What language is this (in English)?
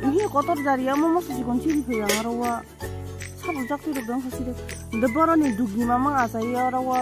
Kok Borok